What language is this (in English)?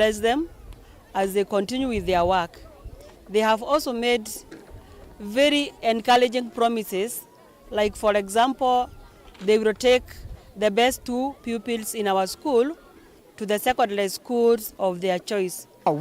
Kamba